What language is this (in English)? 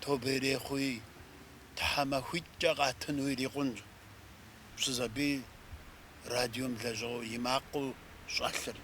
Kabardian